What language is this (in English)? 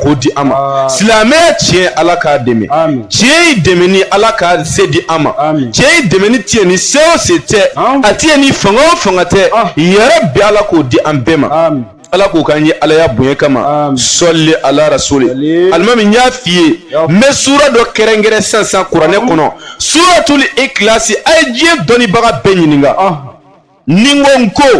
Bambara